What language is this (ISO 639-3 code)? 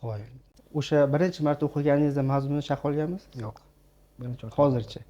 uzb